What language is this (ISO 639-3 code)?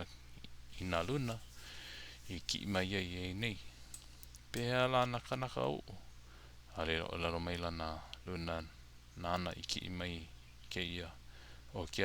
haw